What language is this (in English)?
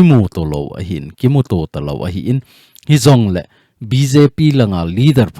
Thado Chin